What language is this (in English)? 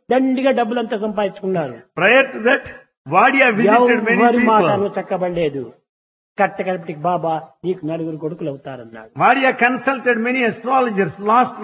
Telugu